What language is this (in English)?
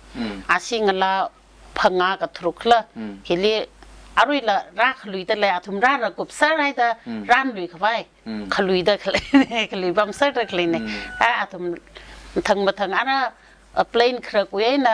Tangkhul Naga (India)